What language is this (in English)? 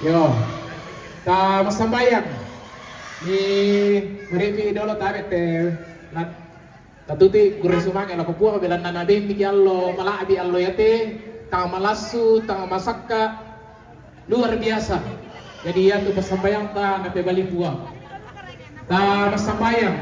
Toraja-Sa'dan